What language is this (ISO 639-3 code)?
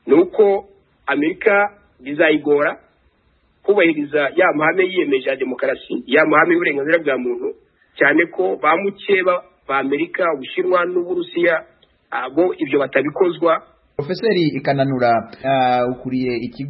kin